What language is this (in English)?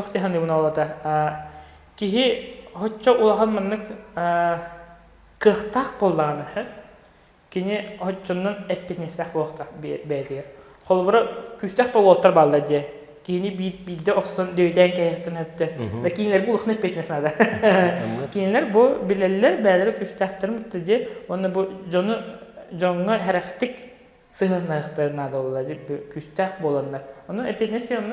Yakut